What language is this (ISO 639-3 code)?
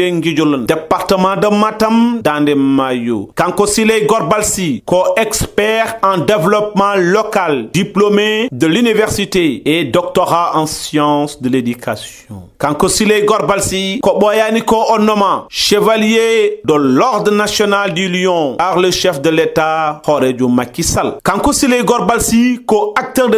ful